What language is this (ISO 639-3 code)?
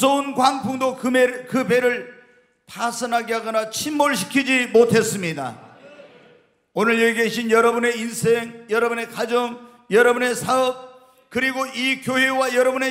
kor